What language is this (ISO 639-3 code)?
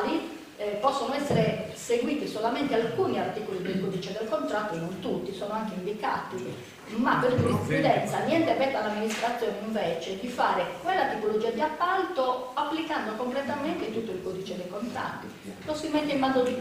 ita